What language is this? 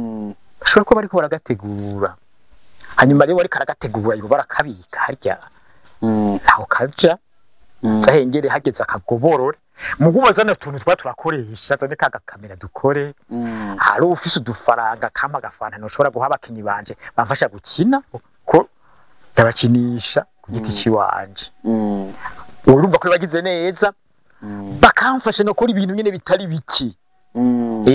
Rundi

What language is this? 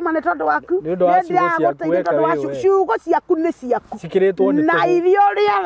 Kikuyu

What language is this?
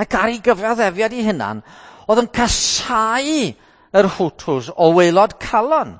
Welsh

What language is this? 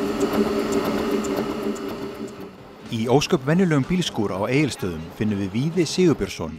Icelandic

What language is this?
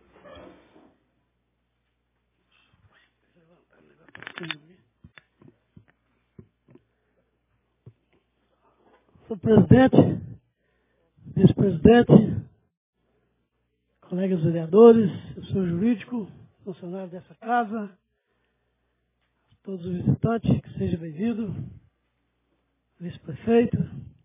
Portuguese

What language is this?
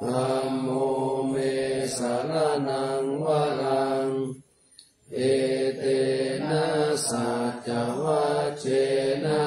Pali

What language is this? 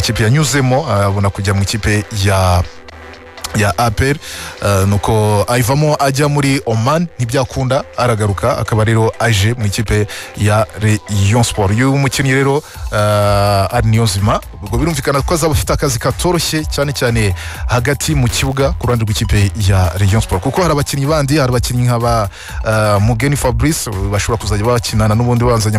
Kinyarwanda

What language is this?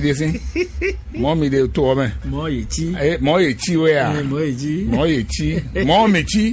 Fon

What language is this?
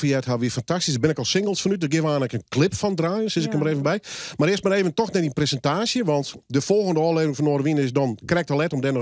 Western Frisian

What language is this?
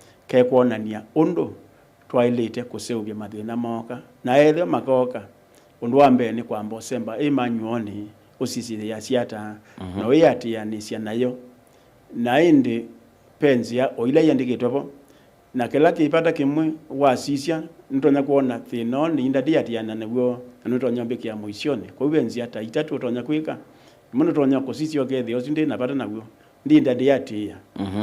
Kamba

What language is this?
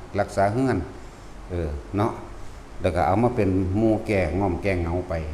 Lao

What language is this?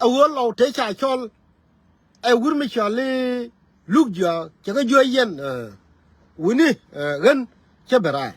Nuer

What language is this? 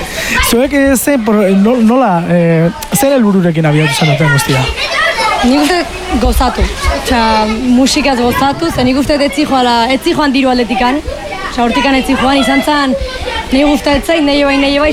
Basque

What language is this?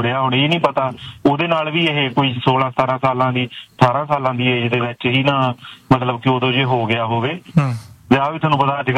Punjabi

